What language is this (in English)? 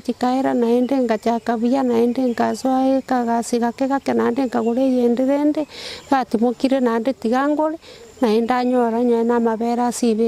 Gusii